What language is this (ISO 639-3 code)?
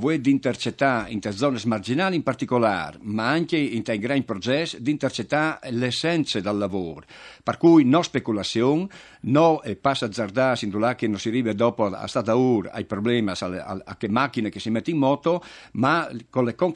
fur